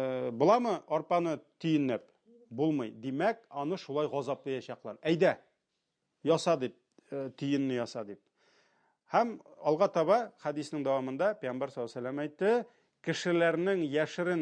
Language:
Tatar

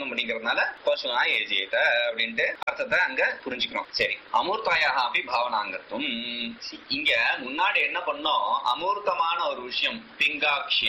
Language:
Tamil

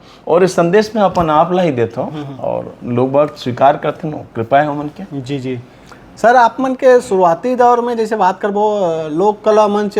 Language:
Chhattisgarhi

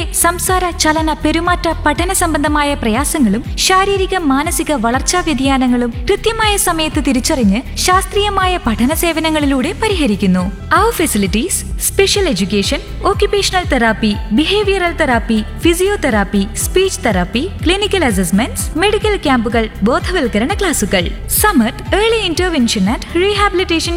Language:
Malayalam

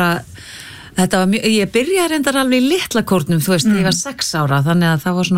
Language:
Icelandic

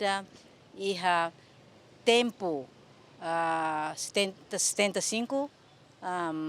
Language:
Tetum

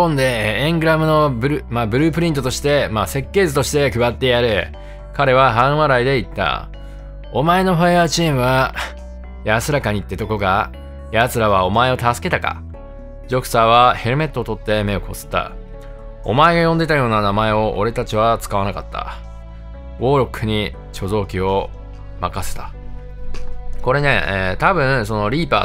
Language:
Japanese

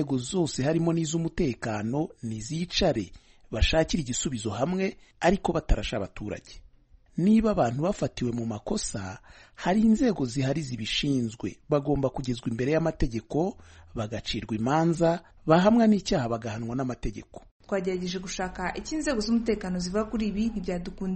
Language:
Kinyarwanda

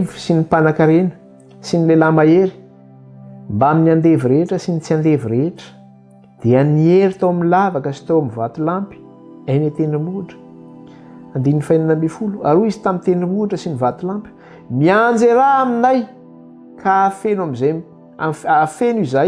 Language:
Malagasy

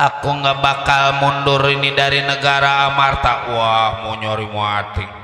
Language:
Betawi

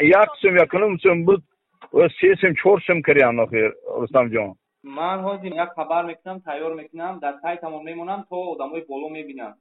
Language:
Tajik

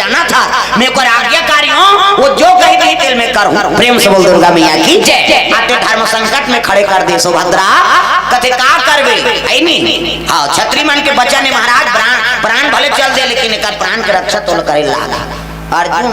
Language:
Chhattisgarhi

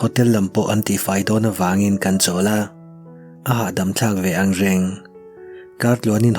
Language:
Mizo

